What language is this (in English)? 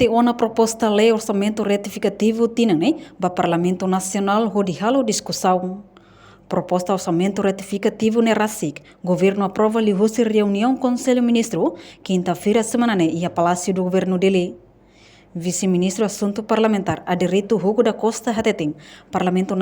Tetum